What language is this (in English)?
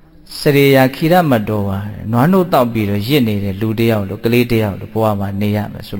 Burmese